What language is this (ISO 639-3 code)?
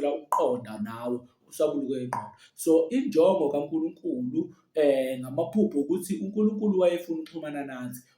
zul